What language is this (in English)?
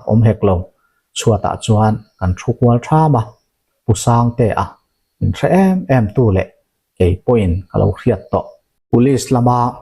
Mizo